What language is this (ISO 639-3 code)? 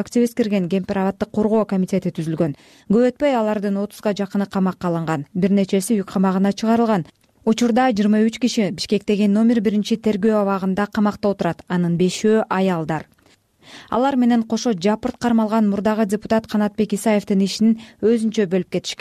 kir